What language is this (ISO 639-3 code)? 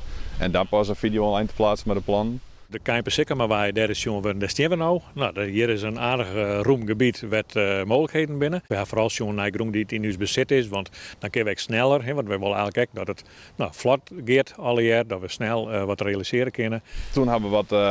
fry